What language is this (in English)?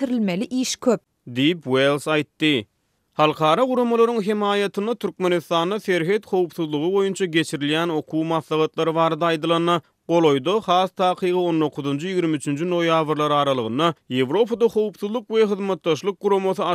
Turkmen